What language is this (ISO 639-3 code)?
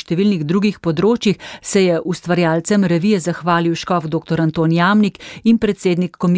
slv